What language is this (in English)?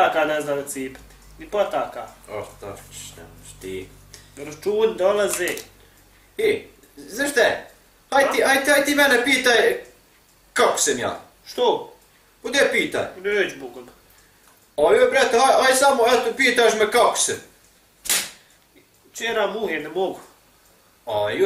Bosnian